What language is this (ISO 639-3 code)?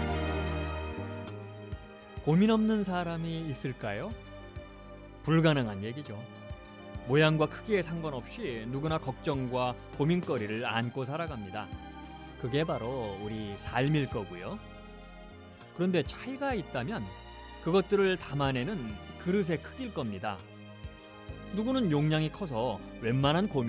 kor